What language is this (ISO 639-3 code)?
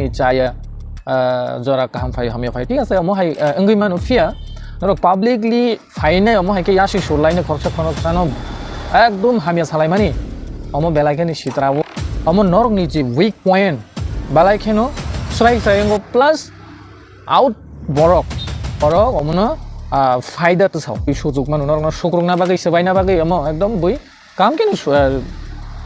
trp